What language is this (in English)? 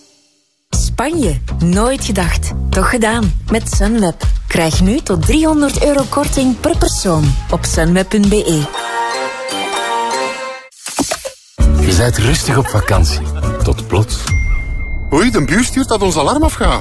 Dutch